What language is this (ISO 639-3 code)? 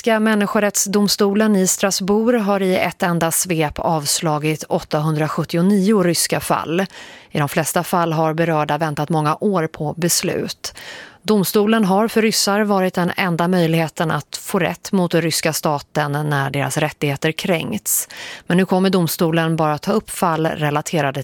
swe